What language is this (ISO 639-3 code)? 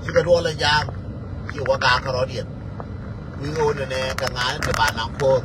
nus